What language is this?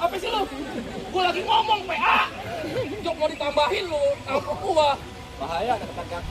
Betawi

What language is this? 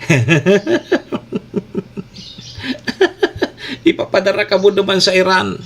Bikol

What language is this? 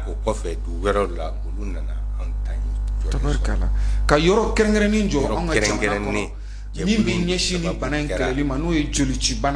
Bambara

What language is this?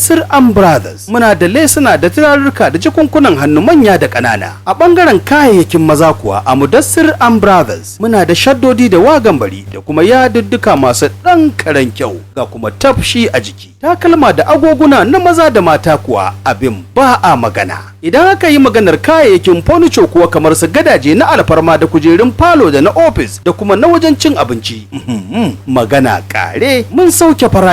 Hausa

